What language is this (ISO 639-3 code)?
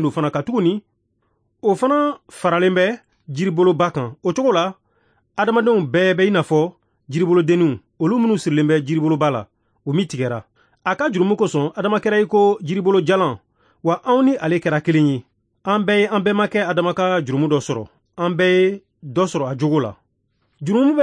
bam